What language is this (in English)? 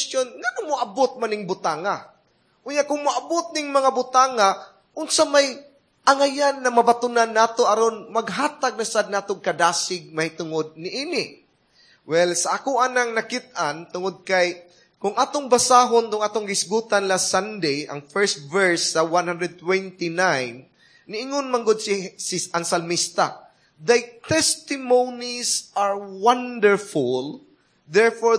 Cebuano